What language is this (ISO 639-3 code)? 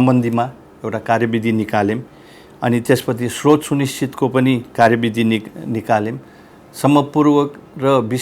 nep